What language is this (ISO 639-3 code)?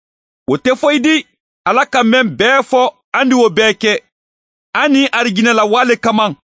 man